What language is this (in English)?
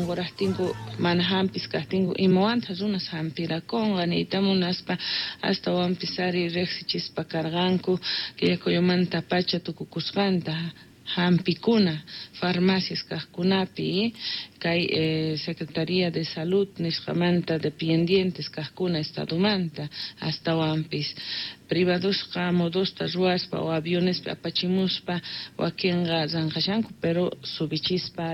South Bolivian Quechua